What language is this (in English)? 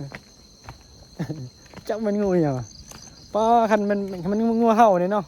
Northeastern Thai